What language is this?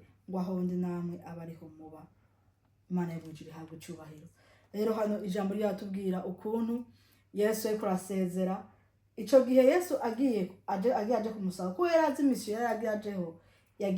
Rundi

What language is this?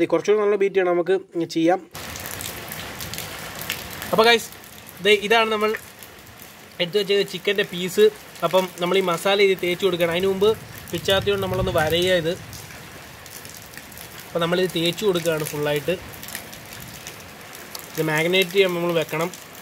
Malayalam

